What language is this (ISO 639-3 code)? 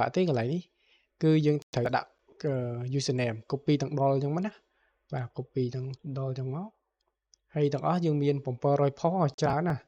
khm